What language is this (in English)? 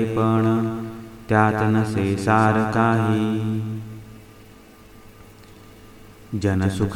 Marathi